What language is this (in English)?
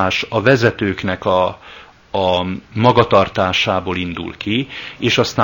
Hungarian